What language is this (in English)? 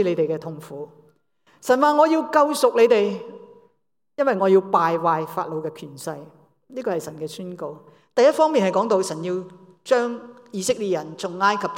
Cantonese